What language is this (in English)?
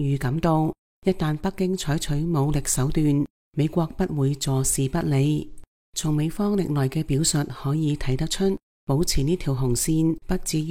Cantonese